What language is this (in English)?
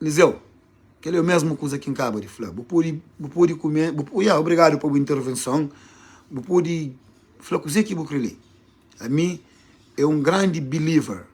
Kabuverdianu